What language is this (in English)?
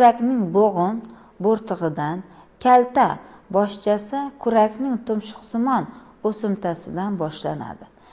Uzbek